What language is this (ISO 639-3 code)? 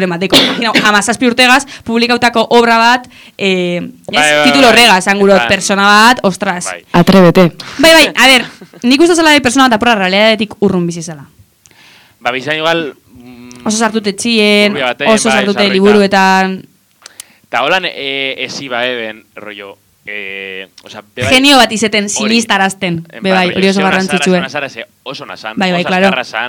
eus